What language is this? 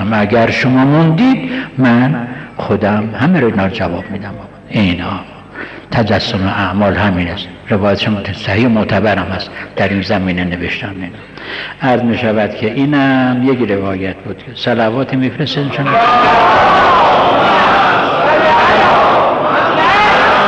Persian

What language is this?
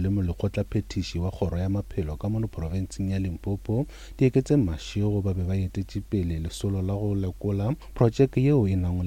Northern Sotho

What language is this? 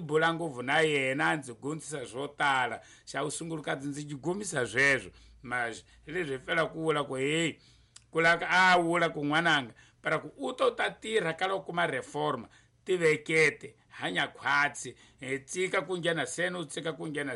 Tsonga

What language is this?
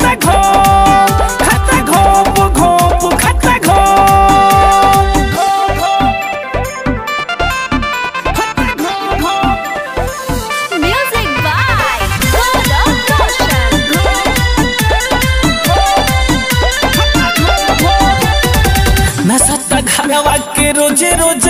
Bhojpuri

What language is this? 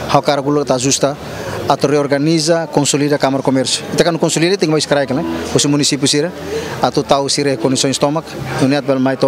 Tetum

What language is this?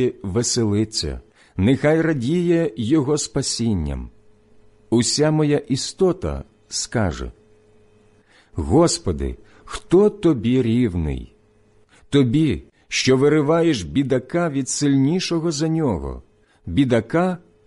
Ukrainian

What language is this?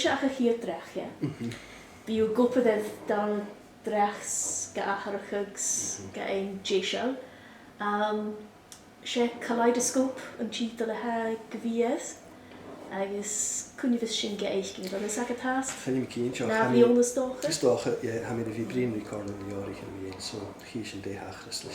Scottish Gaelic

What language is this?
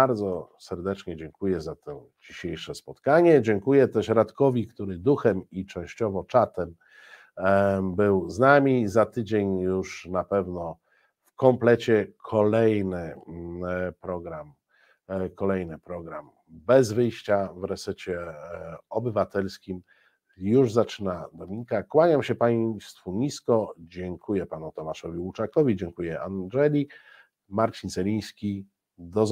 Polish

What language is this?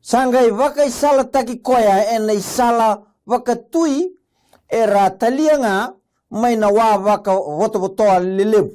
Fijian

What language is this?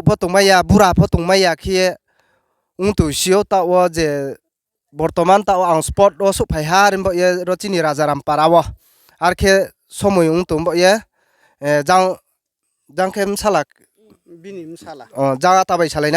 Riang (India)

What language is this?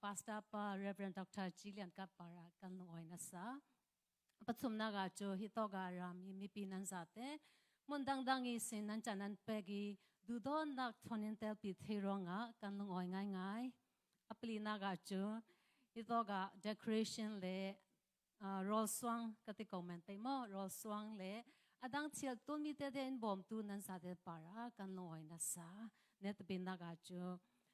Falam Chin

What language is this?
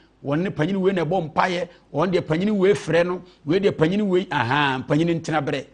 Akan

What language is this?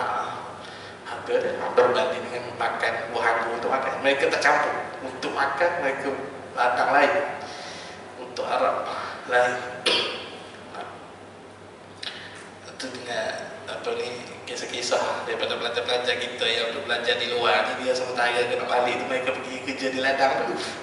Malay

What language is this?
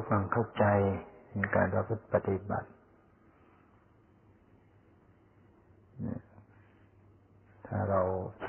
Thai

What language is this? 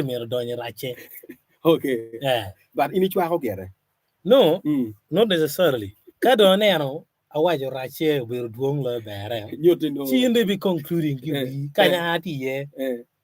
Acoli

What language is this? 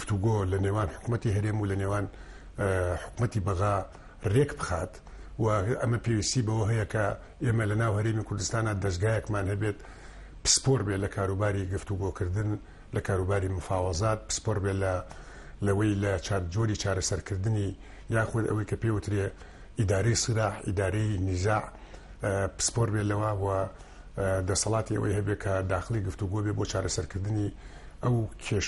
Central Kurdish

